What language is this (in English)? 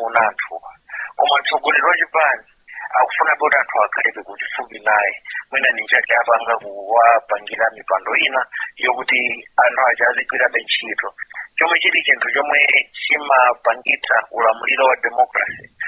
Nyanja